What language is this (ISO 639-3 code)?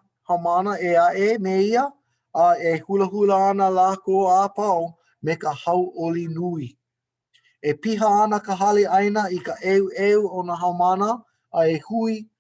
haw